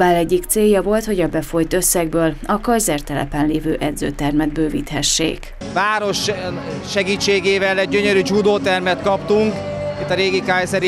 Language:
Hungarian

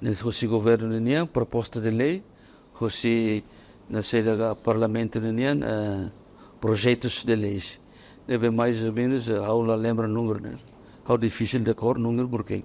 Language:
Tetum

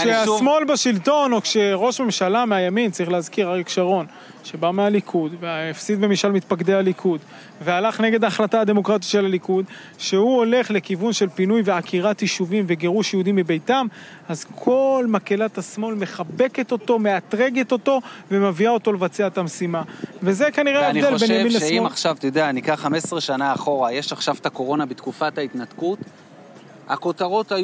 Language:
Hebrew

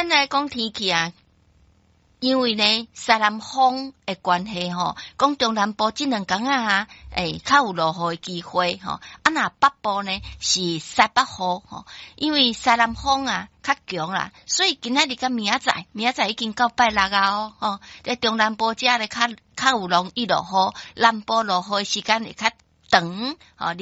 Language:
Min Nan Chinese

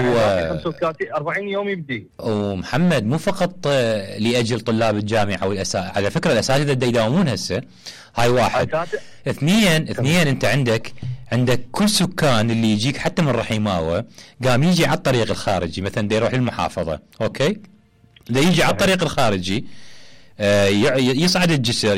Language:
Mesopotamian Arabic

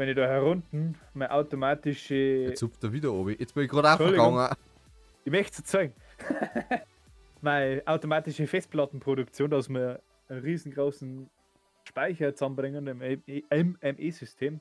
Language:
Bavarian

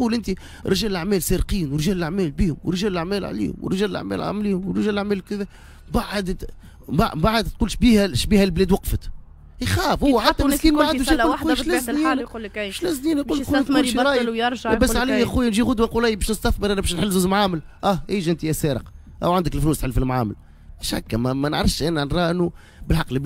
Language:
Tunisian Arabic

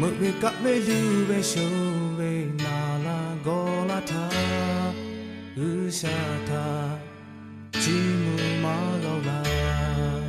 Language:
Lahu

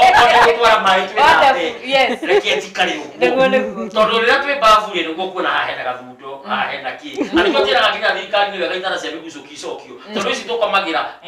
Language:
Kikuyu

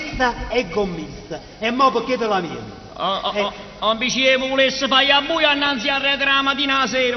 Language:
Neapolitan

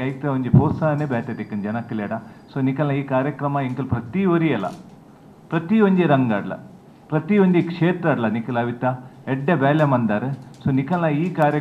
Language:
Tulu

